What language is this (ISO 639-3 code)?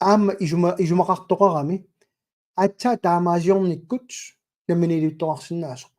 kal